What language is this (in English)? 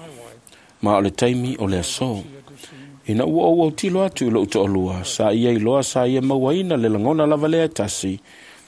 Samoan